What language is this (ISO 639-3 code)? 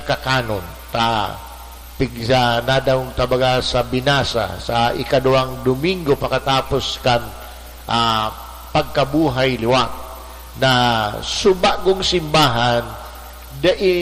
bik